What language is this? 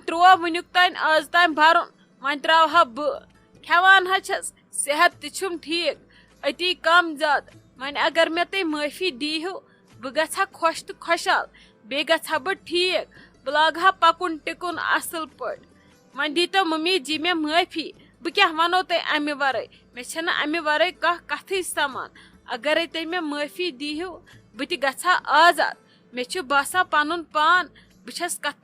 Kashmiri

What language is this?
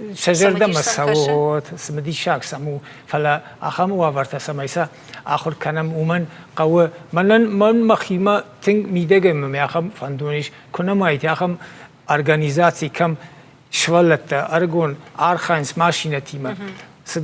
Ossetic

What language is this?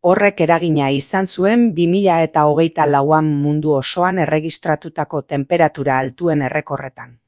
Basque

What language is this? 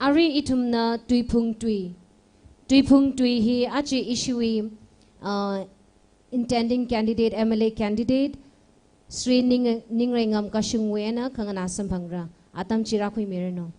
Tangkhul Naga (India)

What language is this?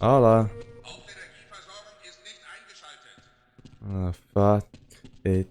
Swiss German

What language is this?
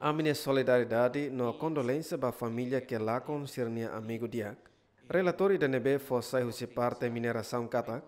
Tetum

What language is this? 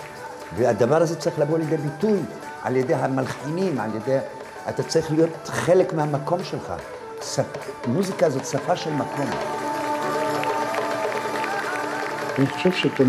Hebrew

